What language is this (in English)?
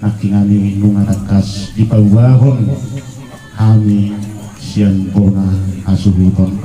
Batak Toba